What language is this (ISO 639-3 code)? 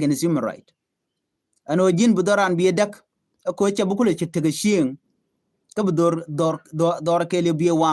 nus